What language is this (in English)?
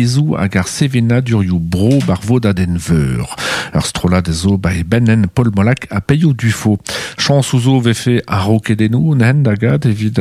Breton